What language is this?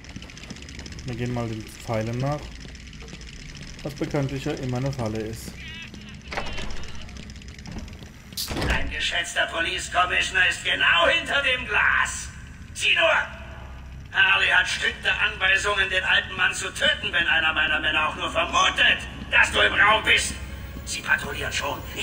German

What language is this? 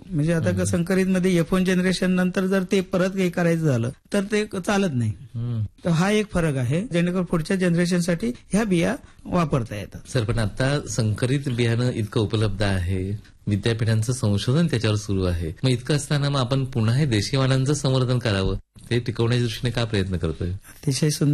Marathi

